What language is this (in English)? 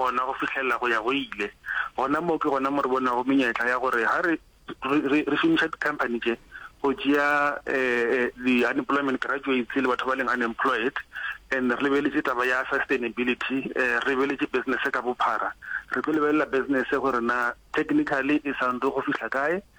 Northern Sotho